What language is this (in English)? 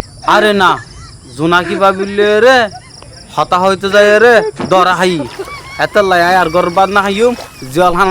Rohingya